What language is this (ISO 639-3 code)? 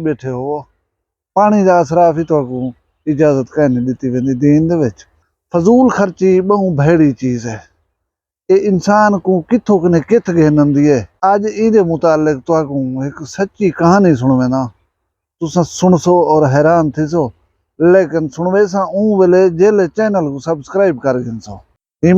skr